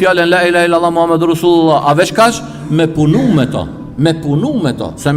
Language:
Albanian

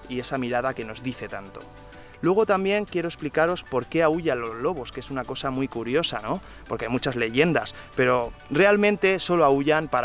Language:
Spanish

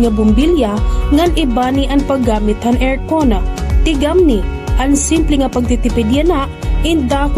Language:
Waray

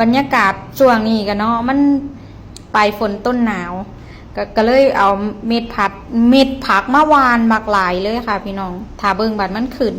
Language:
Northeastern Thai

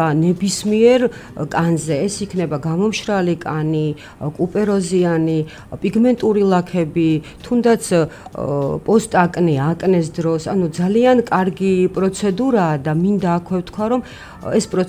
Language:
Georgian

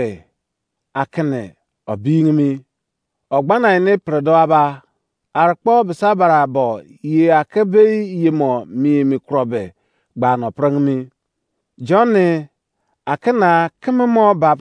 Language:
Izon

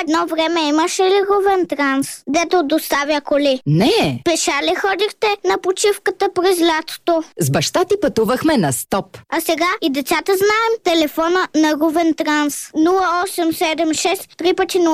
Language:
Bulgarian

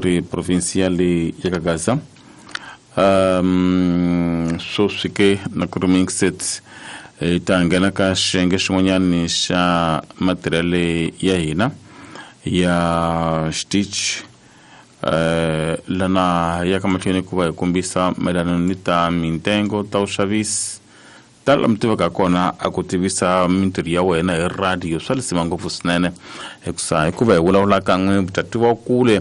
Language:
Tsonga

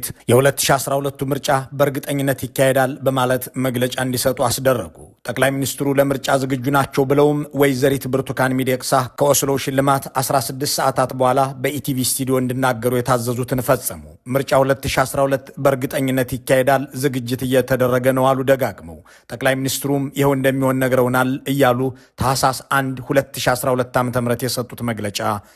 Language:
Amharic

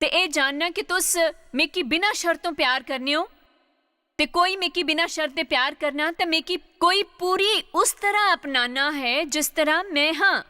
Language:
Dogri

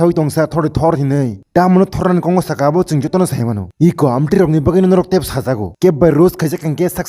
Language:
Kok Borok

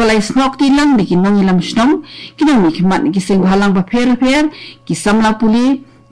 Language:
Khasi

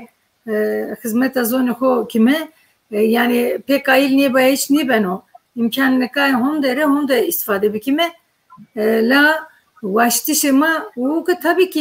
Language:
Zaza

